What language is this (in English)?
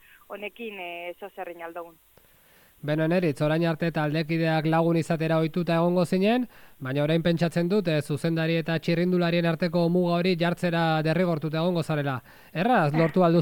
Basque